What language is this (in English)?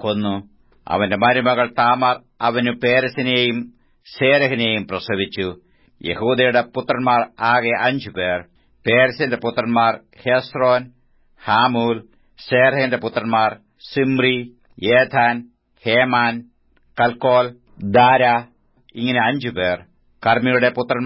Malayalam